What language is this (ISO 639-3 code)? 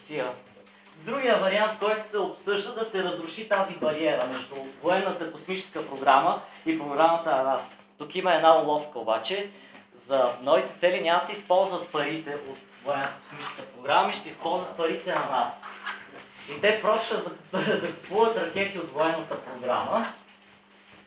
bul